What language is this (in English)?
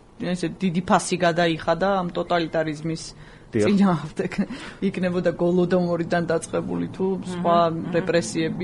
Georgian